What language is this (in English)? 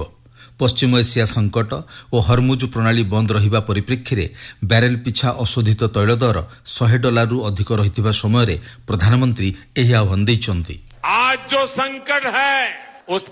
Odia